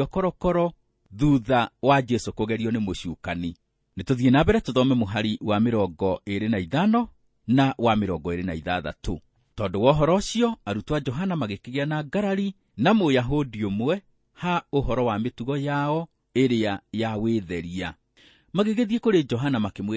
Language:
Kikuyu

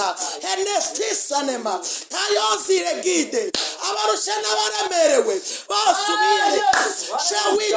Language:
Kinyarwanda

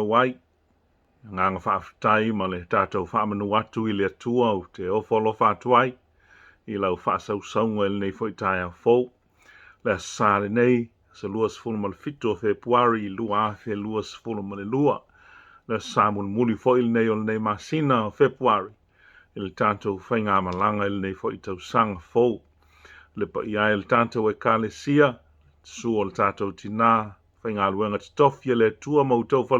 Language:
Samoan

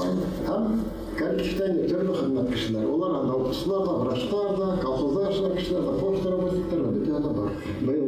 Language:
Bashkir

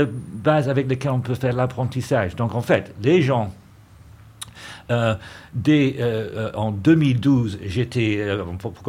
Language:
French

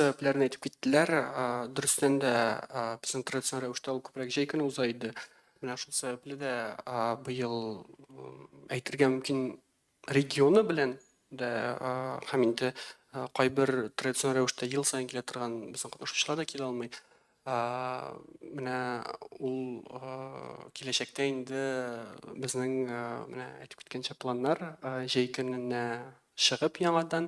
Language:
Tatar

